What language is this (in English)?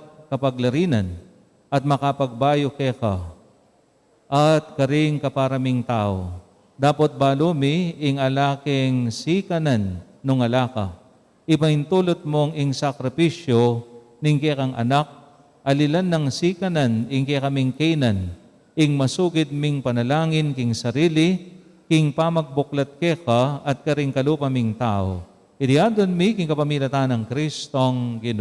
Pampanga